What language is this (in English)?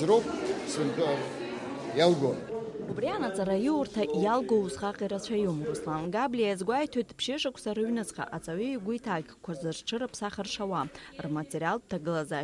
Abkhazian